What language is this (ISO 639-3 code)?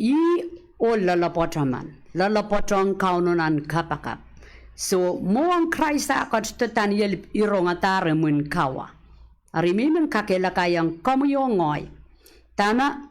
pon